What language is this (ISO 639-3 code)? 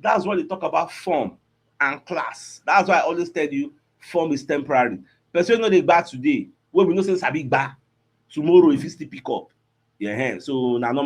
pcm